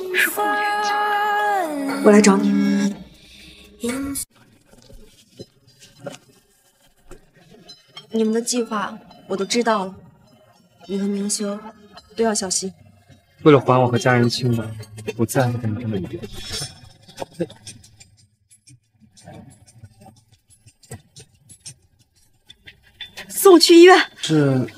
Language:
Chinese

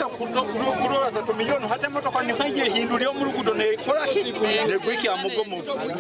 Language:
Nyankole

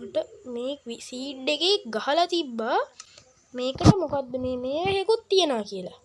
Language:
Sinhala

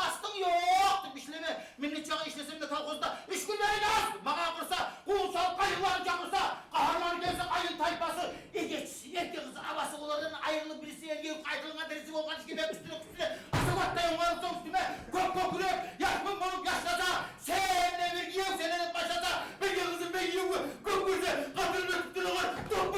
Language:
Kumyk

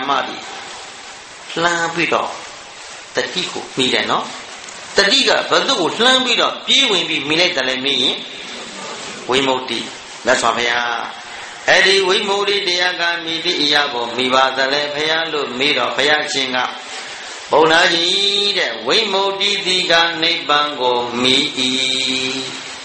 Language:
Burmese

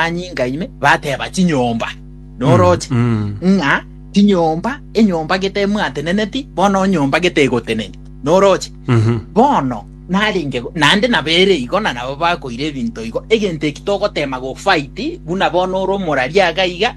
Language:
Gusii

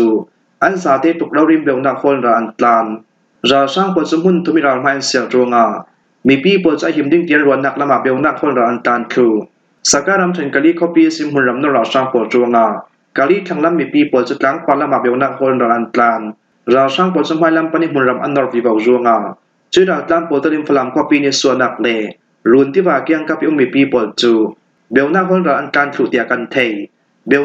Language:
Falam Chin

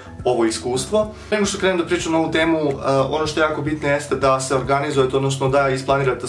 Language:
Serbian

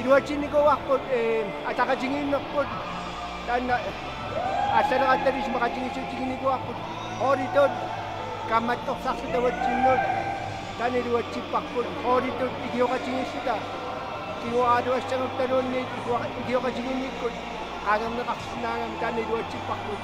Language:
Kalaallisut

